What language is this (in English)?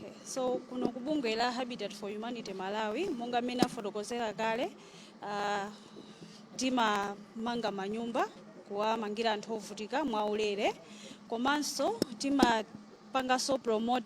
Nyanja